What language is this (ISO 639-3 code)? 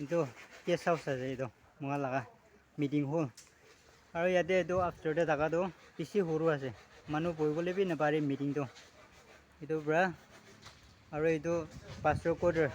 nag